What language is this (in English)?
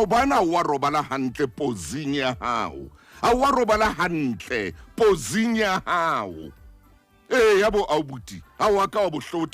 Southern Sotho